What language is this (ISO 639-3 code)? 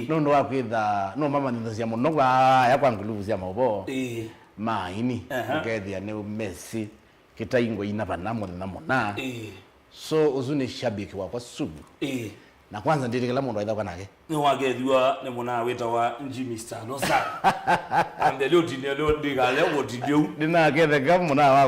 kam